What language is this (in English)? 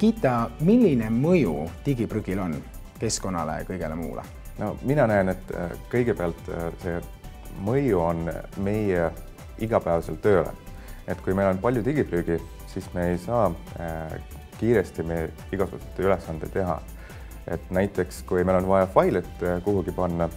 Estonian